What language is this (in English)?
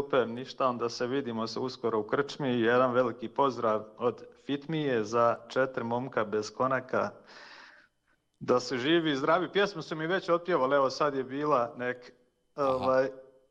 Bosnian